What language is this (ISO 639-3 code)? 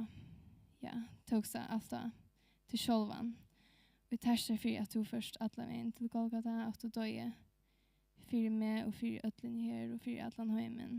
fao